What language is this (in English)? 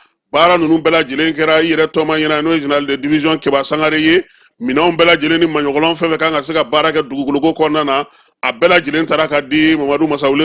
Bambara